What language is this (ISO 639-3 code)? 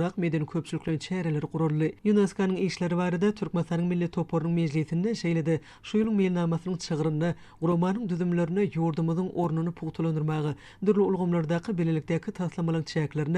tuk